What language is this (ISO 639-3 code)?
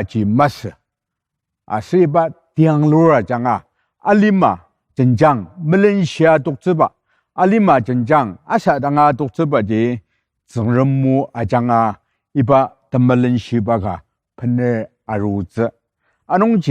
njo